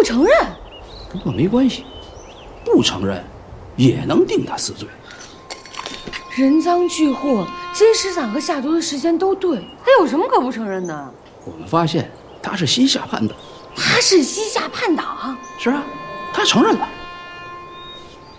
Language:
Chinese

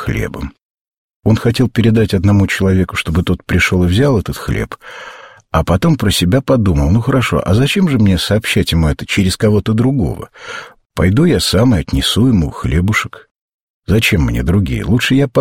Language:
Russian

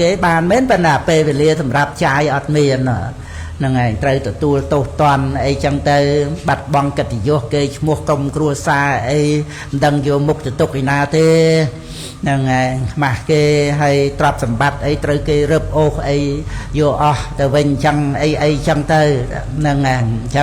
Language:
Khmer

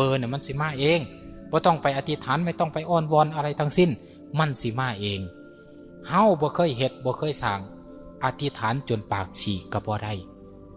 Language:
Northeastern Thai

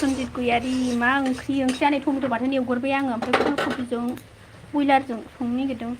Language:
Bodo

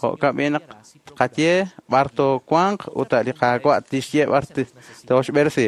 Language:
Kekchí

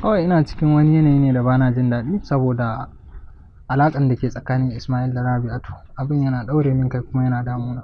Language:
Hausa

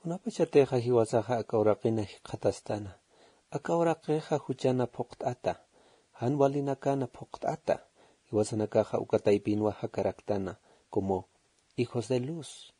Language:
Aymara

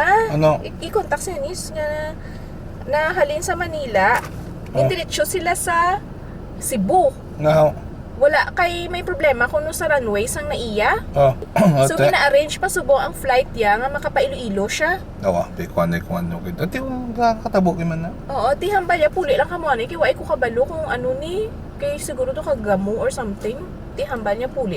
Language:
Hiligaynon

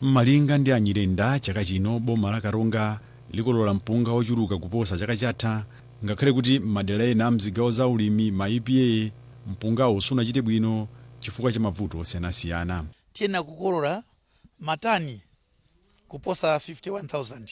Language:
Nyanja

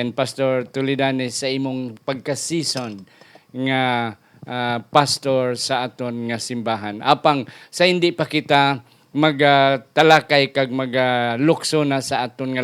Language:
Hiligaynon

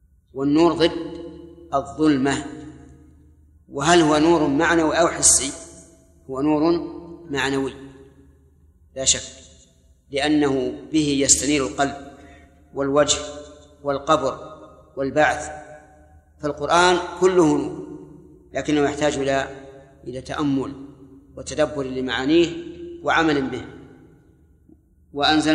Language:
Arabic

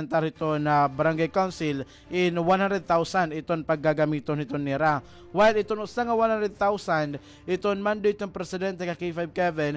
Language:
Waray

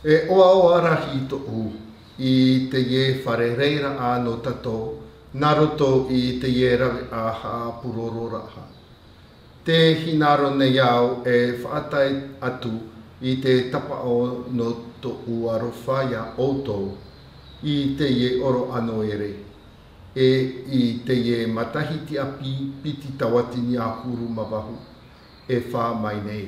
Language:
Tahitian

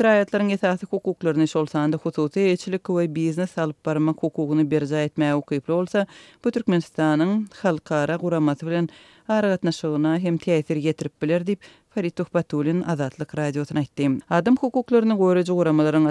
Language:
Turkmen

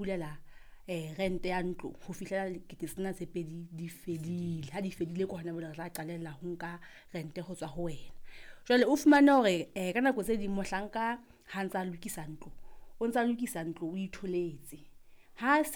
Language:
Southern Sotho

